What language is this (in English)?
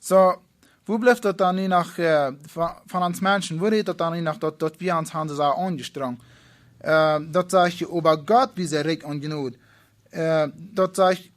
Plautdietsch